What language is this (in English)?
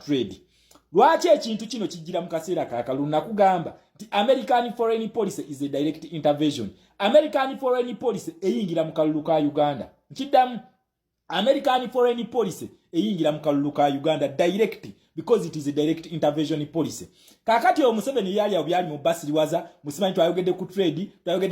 Ganda